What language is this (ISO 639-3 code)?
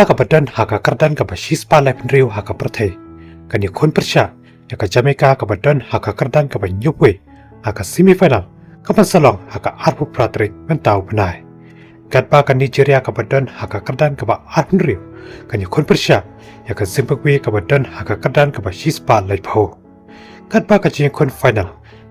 kha